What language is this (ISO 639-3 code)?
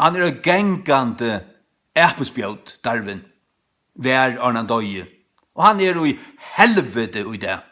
fao